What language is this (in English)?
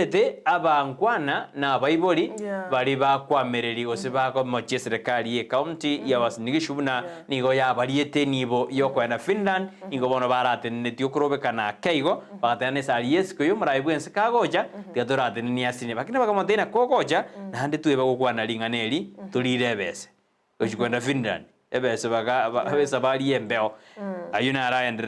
Gusii